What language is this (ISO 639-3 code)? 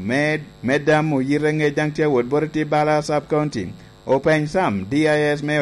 laj